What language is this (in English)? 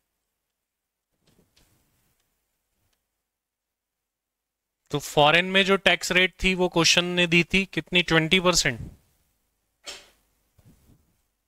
Hindi